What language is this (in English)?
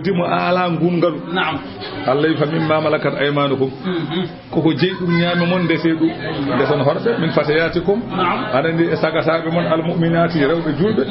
Fula